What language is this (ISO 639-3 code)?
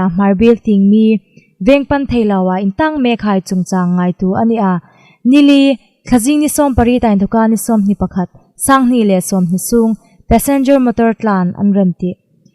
hmr